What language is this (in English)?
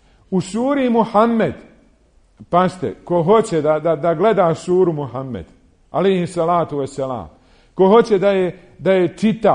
Bosnian